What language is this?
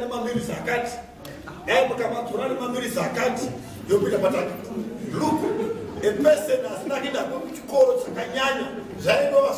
Shona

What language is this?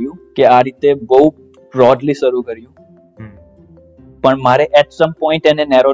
Gujarati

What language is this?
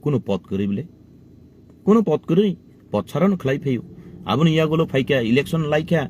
Kok Borok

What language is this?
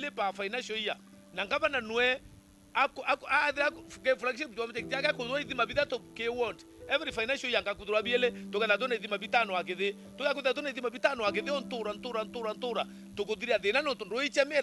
Meru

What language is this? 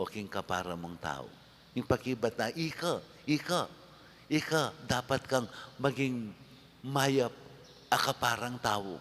Pampanga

